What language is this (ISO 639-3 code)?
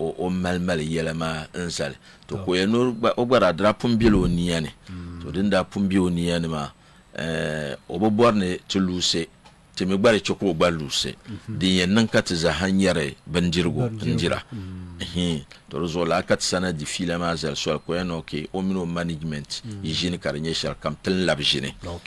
dag